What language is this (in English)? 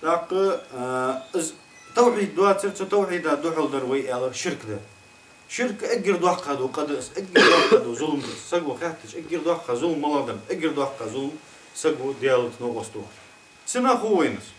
Ingush